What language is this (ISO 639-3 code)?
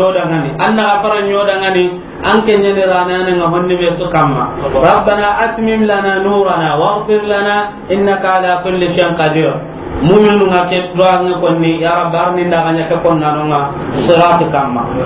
snk